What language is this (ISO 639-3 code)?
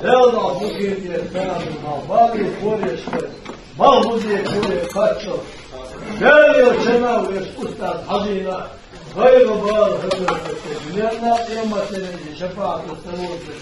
che